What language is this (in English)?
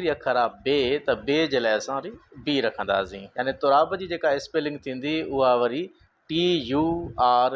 Sindhi